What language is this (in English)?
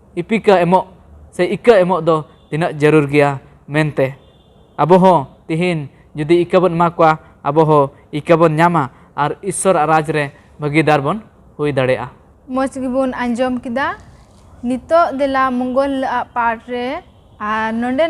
Santali